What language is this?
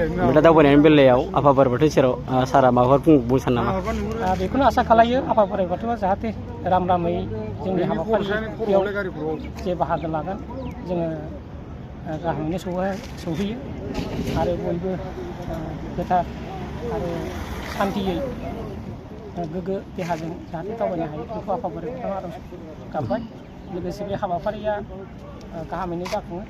Bodo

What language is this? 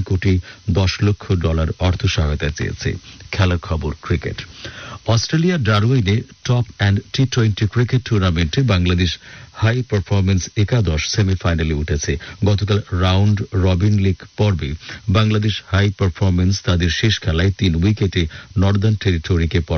Bangla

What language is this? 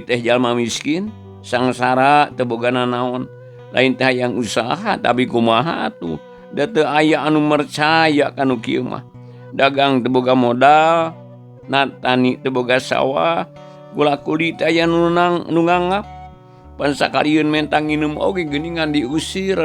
Sundanese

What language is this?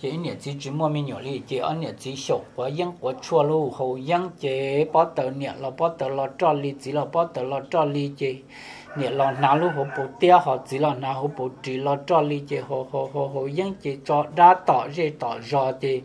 Hmong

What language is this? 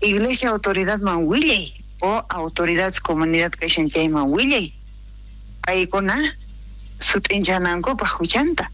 South Bolivian Quechua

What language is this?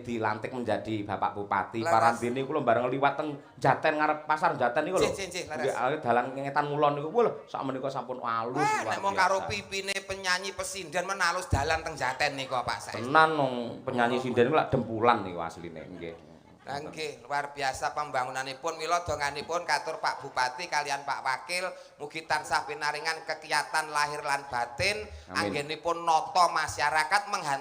Javanese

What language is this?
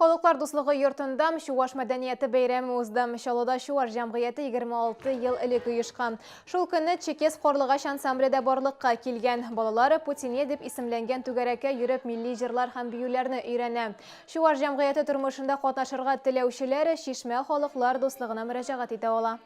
Tatar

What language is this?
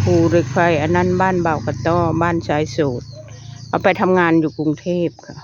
Northeastern Thai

